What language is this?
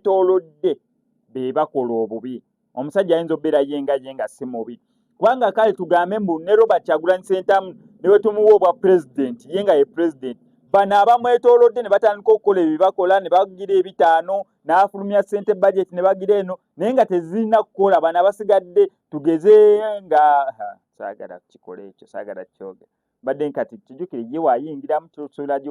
Ganda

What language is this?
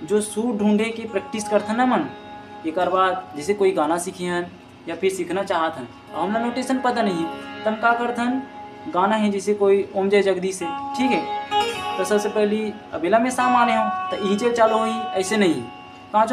Chhattisgarhi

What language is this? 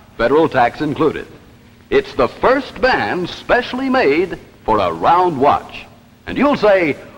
English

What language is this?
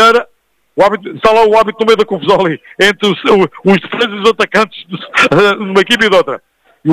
Portuguese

